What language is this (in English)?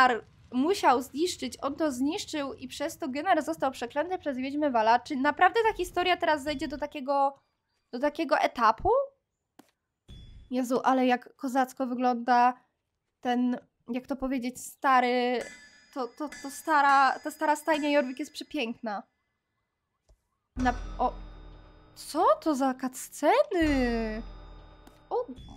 Polish